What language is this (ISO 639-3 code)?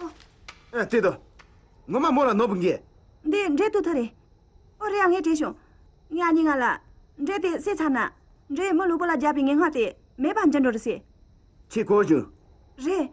bod